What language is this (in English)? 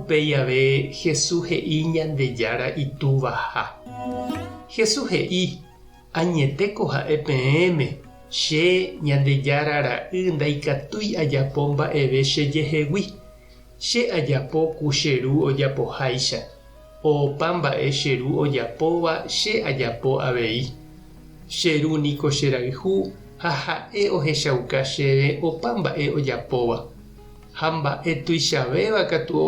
Guarani